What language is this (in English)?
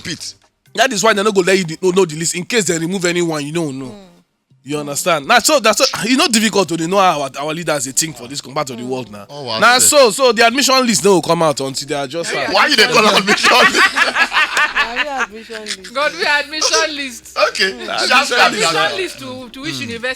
Nigerian Pidgin